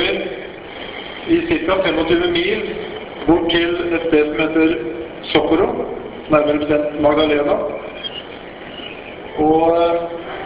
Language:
Norwegian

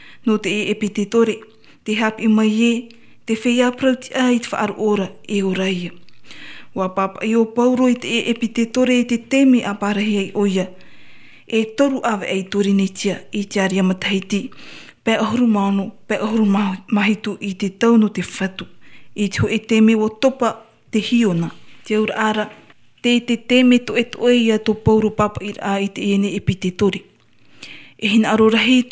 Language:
Tahitian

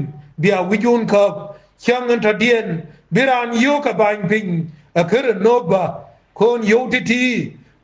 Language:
Nuer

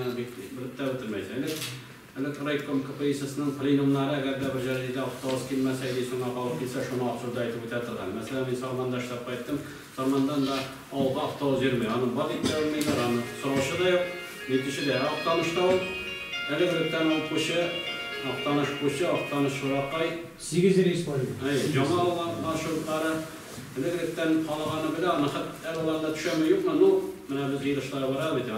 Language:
Tatar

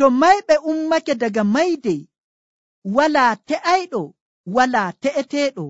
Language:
Nigerian Fulfulde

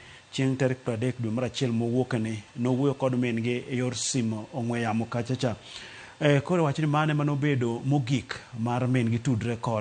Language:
Luo (Kenya and Tanzania)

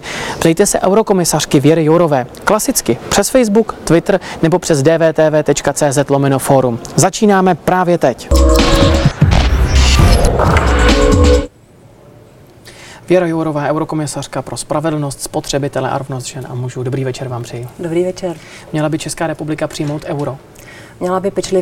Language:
Czech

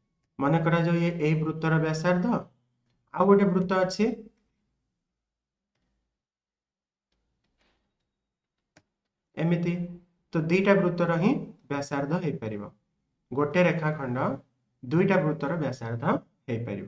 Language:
Odia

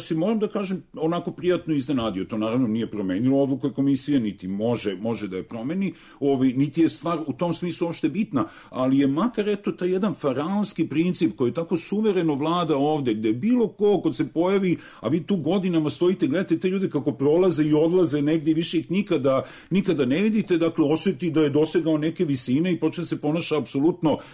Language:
Serbian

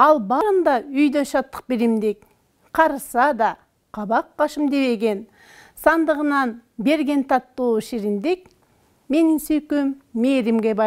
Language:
Kyrgyz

